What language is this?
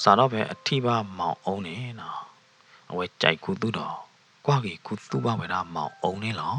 S'gaw Karen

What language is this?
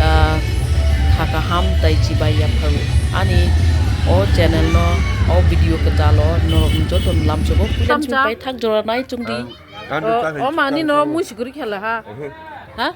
Kok Borok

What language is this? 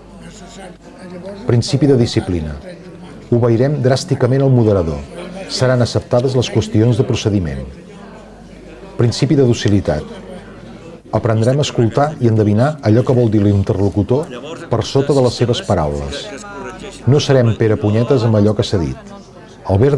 Catalan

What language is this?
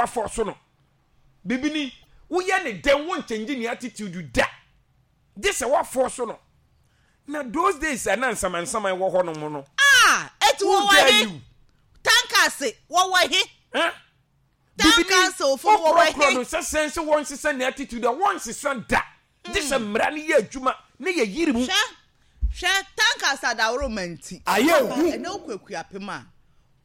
Akan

